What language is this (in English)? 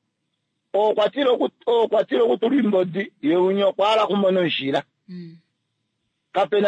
Kuanyama